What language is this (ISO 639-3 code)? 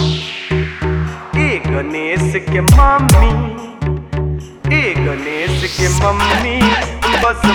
bho